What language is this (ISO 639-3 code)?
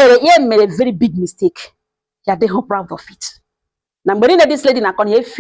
ibo